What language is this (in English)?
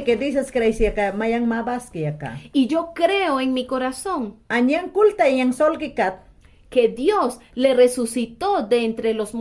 Mayangna